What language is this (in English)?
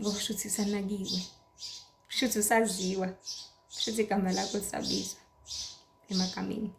Zulu